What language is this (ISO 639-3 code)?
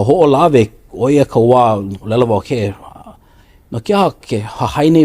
haw